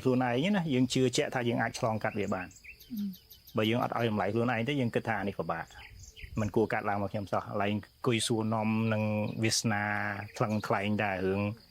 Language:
Khmer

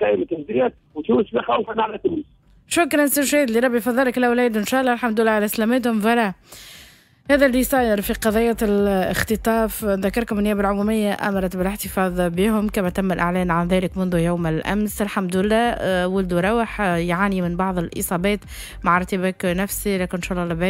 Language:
Tunisian Arabic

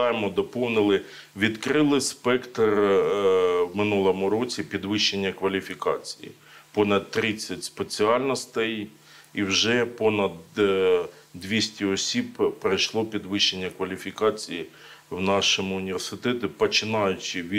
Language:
Ukrainian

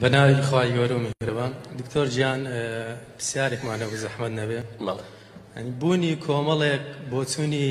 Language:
Central Kurdish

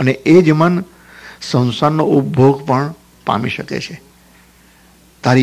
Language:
Gujarati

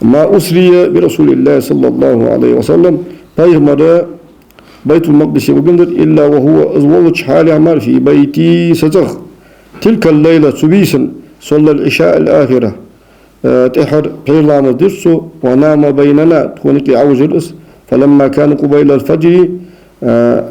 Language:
Ingush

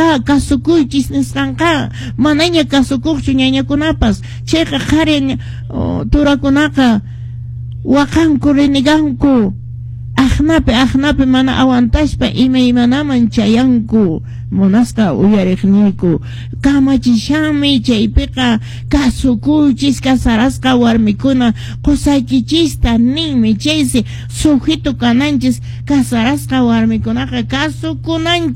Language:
Quechua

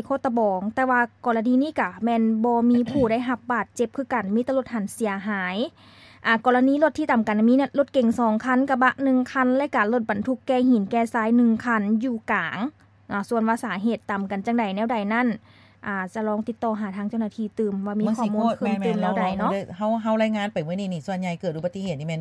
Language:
Lao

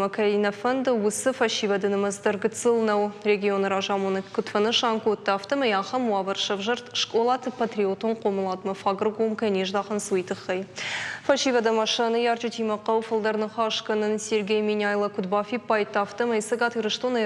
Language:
Ossetic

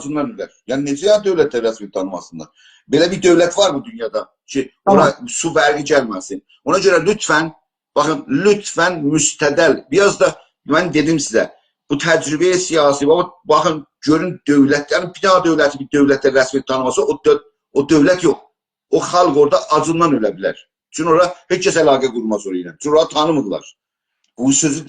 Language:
South Azerbaijani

